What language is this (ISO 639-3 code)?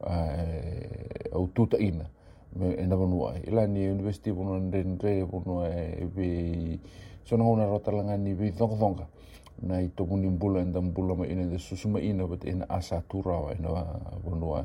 fij